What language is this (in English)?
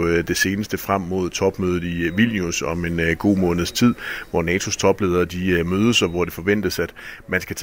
Danish